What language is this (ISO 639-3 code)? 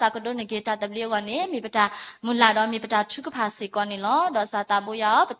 ksw